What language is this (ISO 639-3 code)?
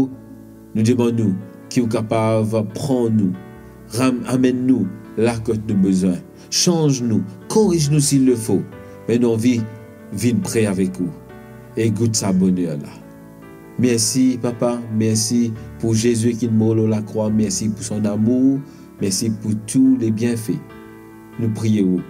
mfe